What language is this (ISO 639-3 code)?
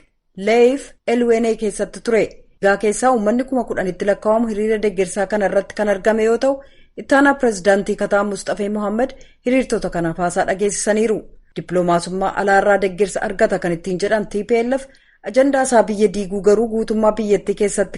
orm